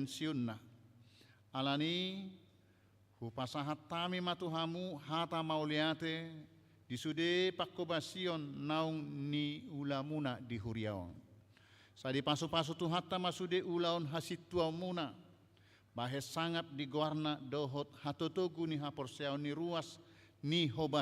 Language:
Batak Toba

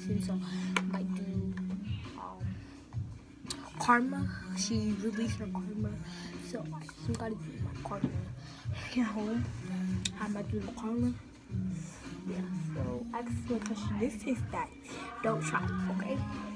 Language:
English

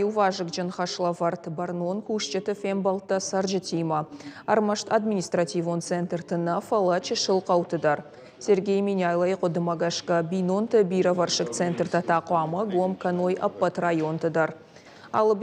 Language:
Ossetic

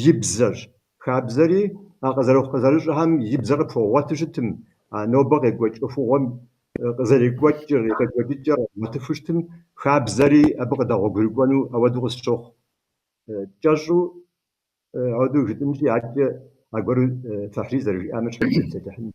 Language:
Kabardian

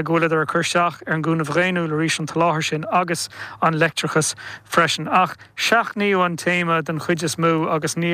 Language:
Irish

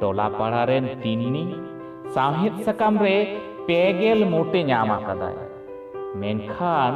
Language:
Santali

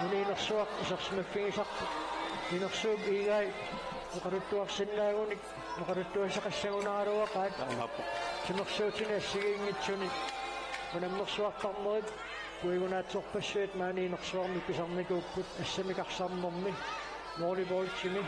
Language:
Kalaallisut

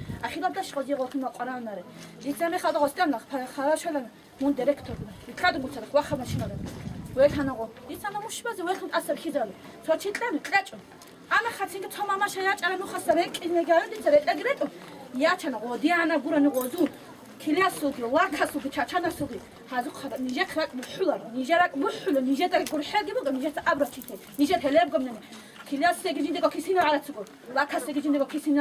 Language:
Avaric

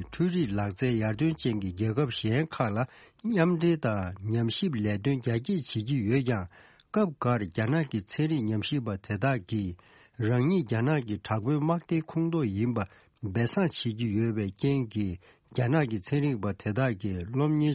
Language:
Tibetan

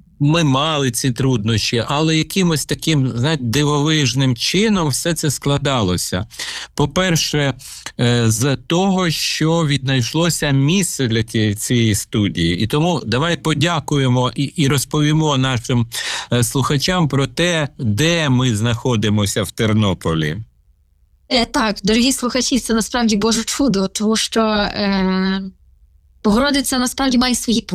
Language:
Ukrainian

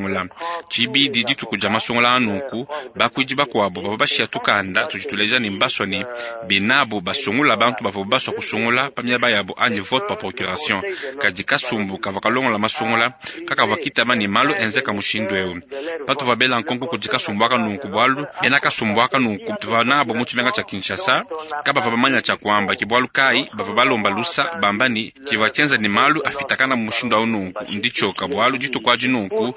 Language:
Luba-Lulua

